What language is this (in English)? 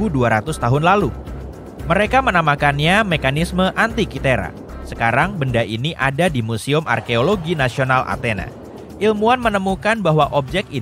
Indonesian